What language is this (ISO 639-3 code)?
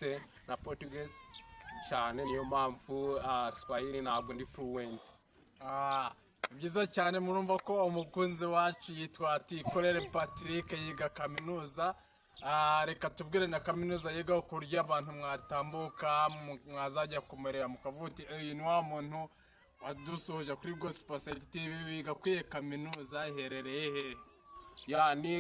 kin